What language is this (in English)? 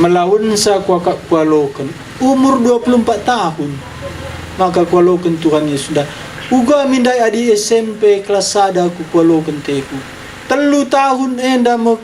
Batak Karo